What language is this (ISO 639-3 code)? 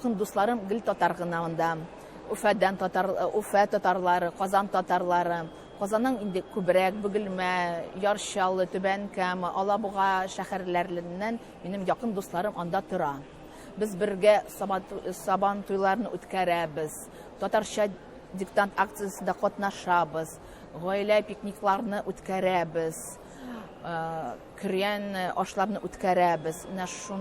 tat